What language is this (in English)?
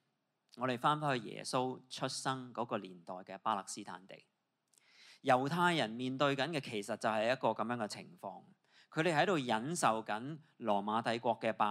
Cantonese